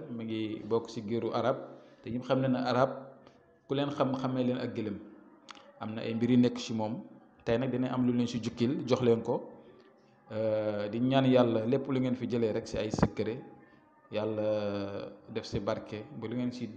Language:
Wolof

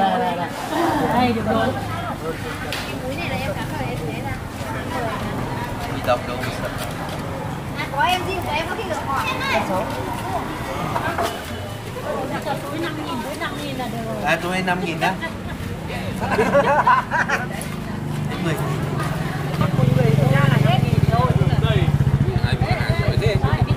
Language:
Vietnamese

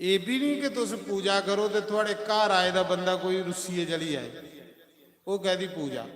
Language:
Dogri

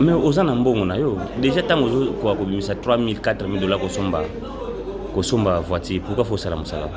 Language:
Lingala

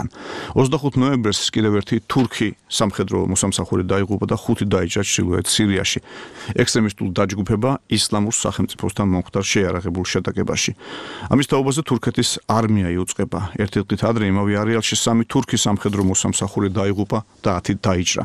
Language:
Georgian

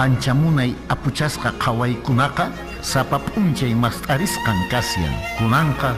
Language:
Quechua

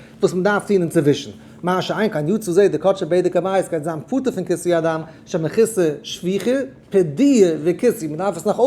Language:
Yiddish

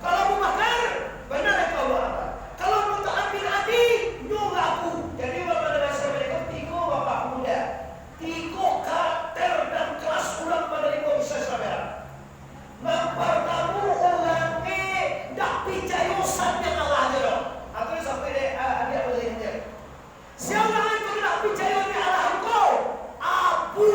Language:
Minangkabau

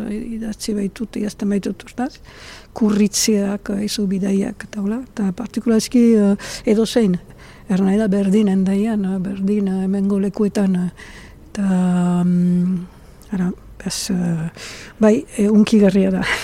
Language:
Basque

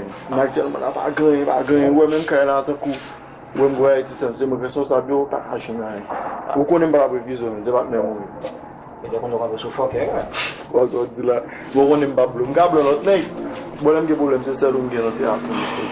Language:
Haitian Creole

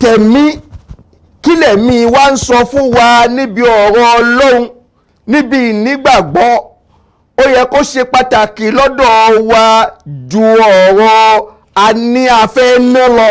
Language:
Yoruba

